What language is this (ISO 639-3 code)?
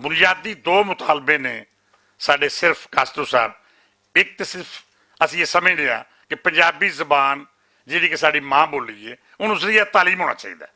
lah